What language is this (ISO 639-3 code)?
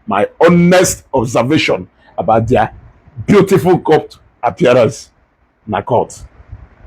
ibo